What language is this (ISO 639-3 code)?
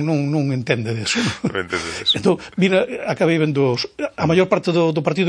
glg